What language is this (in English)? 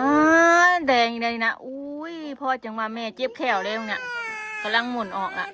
Northeastern Thai